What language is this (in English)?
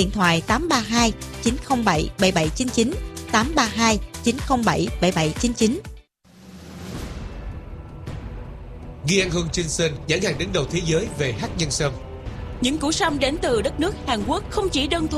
Vietnamese